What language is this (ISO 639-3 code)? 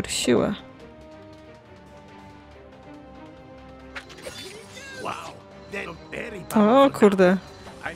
pol